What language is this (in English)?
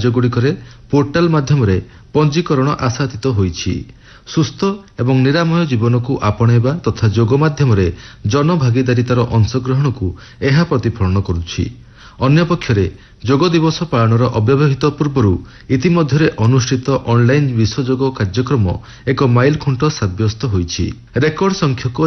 Odia